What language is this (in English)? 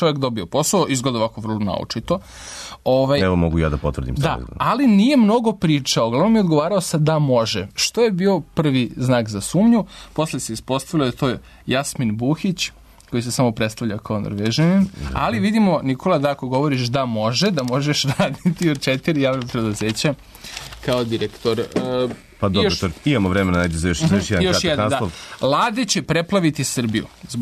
Serbian